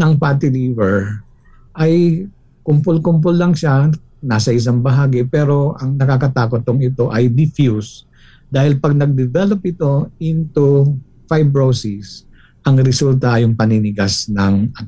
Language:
Filipino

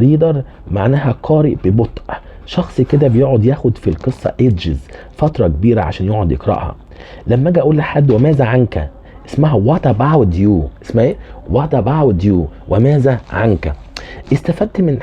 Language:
Egyptian Arabic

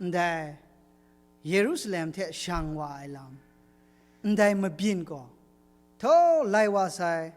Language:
Kachin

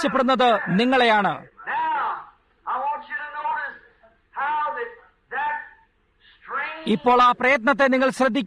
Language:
Malayalam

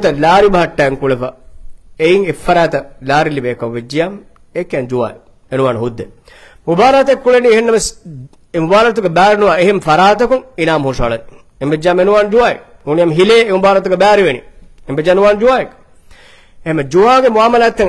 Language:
Divehi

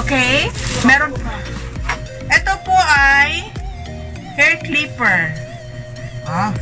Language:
Filipino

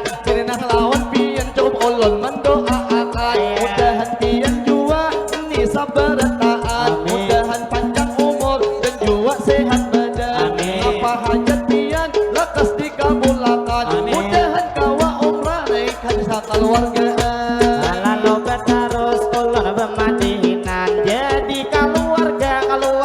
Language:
Banjar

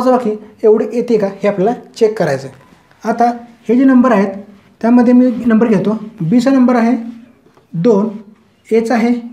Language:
Marathi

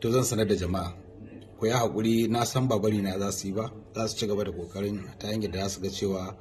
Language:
Hausa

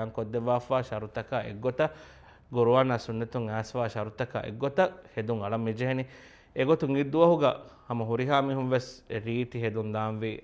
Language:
Divehi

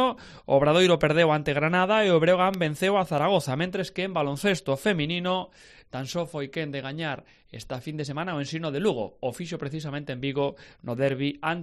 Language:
Galician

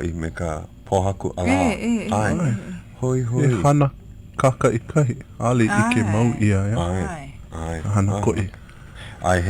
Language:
Hawaiian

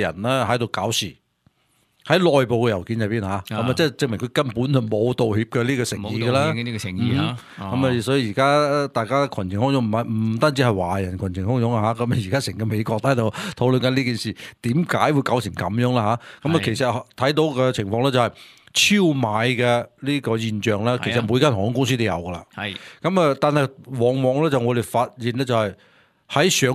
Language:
Cantonese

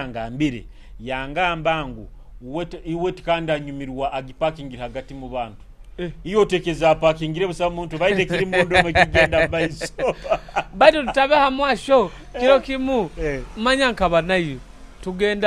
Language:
Nyoro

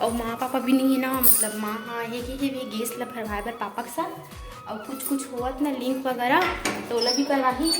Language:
Chhattisgarhi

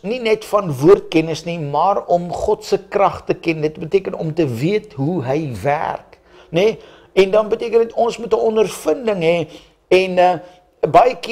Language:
Afrikaans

